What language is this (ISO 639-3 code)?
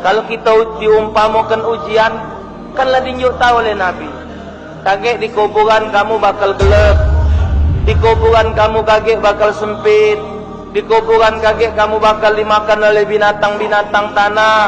mui